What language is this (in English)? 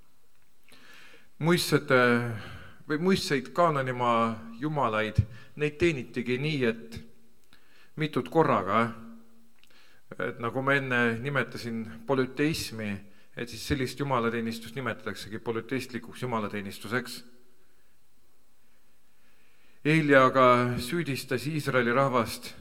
Estonian